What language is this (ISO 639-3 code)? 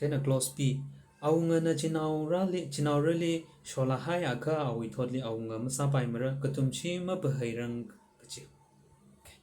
nmf